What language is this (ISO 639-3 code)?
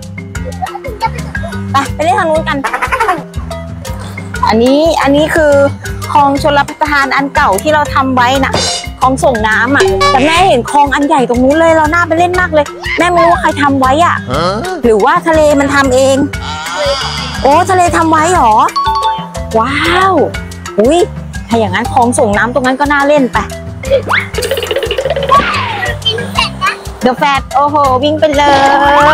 tha